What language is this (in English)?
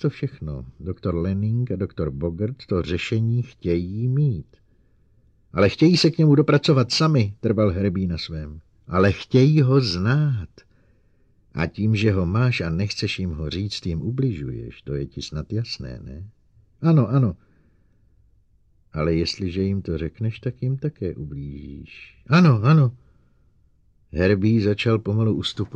Czech